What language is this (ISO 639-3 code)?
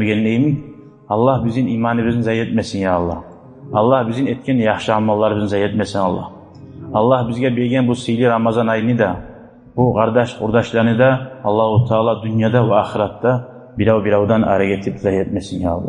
kum